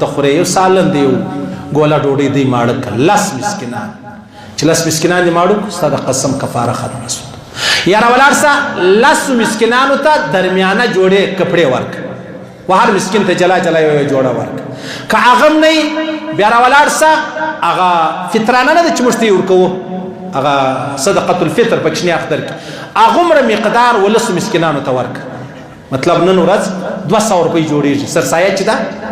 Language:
Pashto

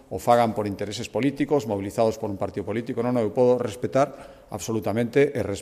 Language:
Galician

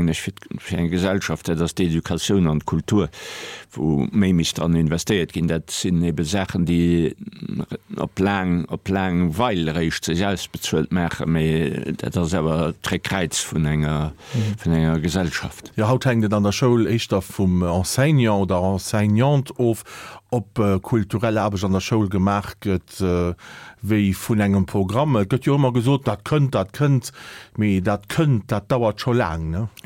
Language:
Luxembourgish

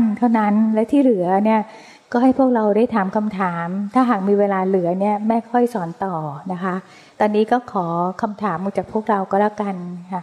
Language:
Thai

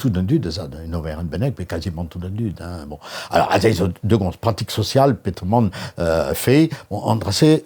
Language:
Breton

